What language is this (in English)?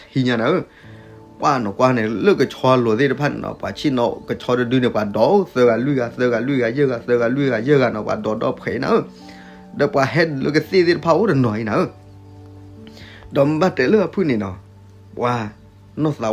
S'gaw Karen